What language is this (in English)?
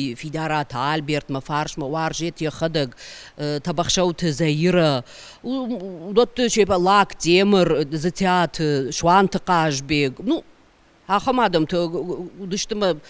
Ossetic